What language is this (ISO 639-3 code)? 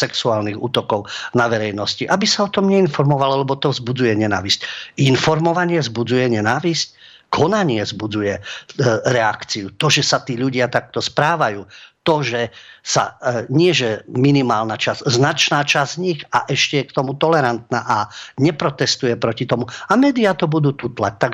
slk